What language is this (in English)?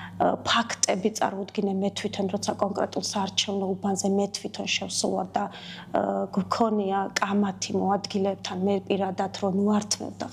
Georgian